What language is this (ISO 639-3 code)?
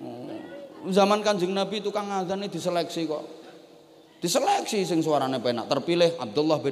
jav